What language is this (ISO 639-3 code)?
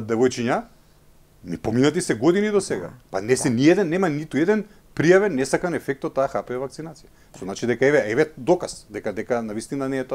mkd